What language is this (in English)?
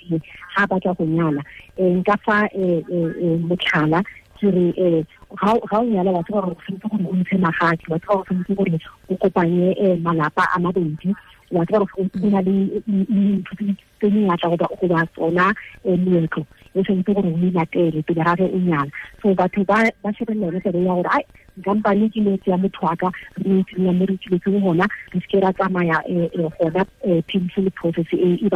Tswana